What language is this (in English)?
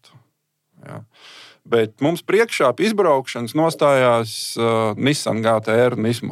Latvian